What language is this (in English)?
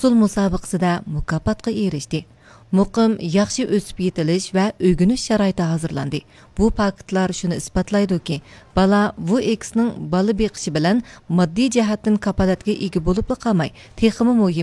Uyghur